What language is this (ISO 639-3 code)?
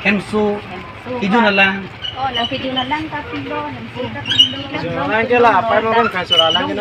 mjw